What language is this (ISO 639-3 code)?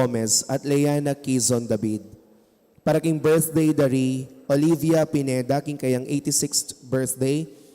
pam